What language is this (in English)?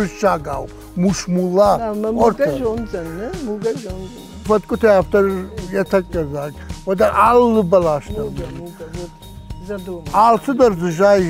Ossetic